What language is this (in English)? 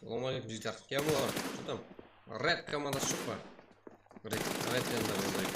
Kara-Kalpak